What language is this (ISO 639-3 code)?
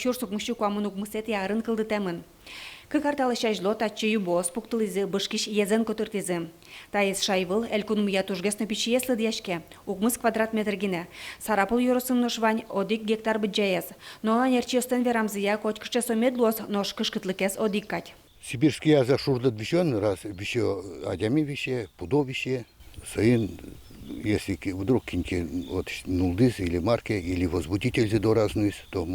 udm